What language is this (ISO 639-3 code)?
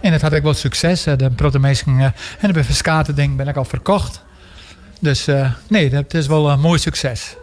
fry